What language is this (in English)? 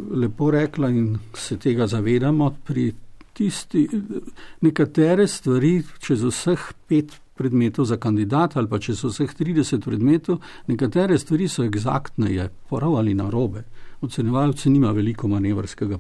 Slovenian